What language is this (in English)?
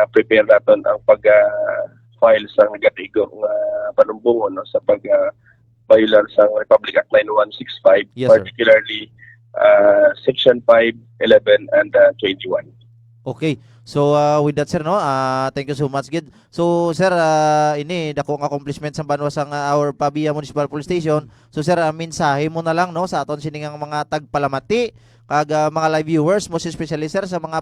Hiligaynon